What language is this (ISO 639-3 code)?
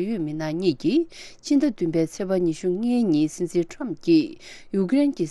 bod